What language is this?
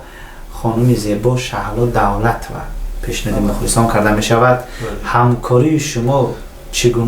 Tajik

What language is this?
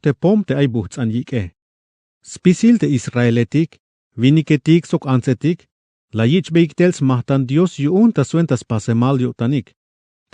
Tzeltal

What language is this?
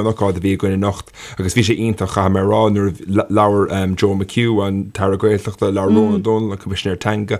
Irish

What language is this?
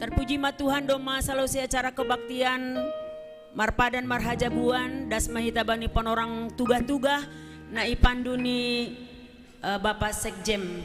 Batak Simalungun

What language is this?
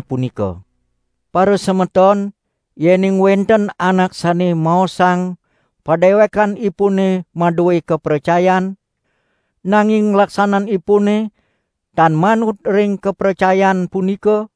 Balinese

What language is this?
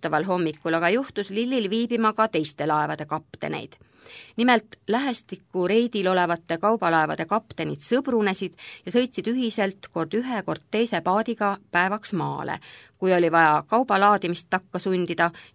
Estonian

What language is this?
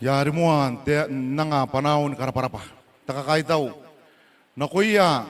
Gilbertese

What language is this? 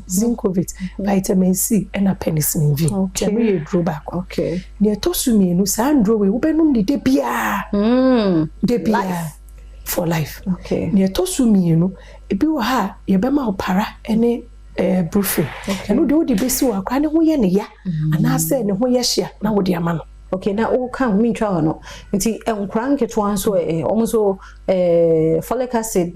Akan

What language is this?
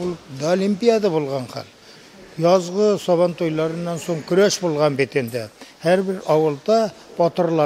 Bashkir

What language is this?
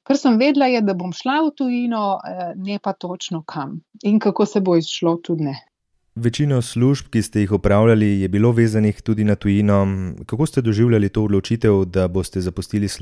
Slovenian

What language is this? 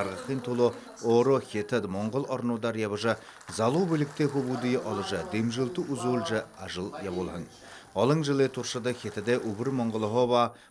Buriat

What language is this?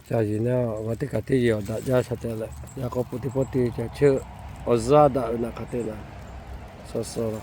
Lahu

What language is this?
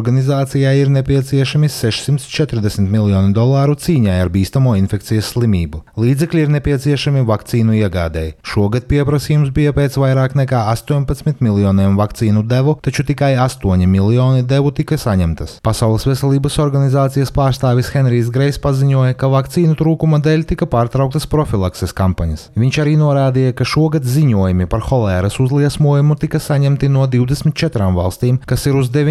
Latvian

